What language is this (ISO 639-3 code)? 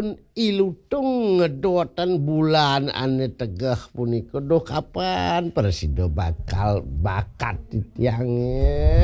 ban